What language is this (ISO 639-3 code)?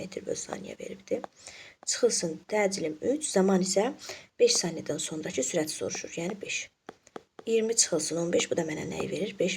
aze